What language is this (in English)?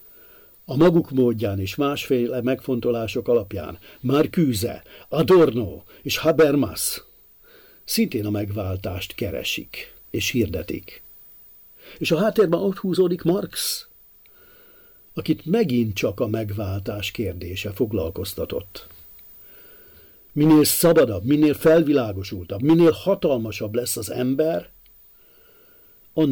Hungarian